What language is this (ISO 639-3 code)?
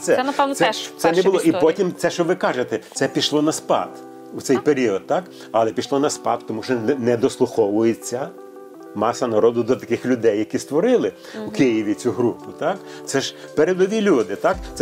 ukr